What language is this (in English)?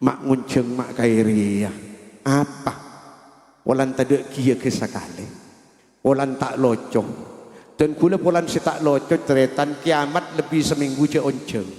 Madurese